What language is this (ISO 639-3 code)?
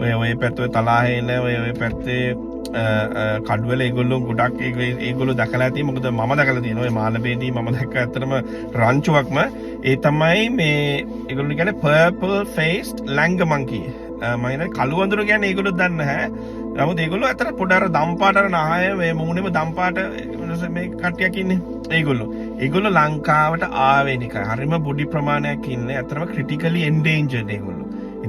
sin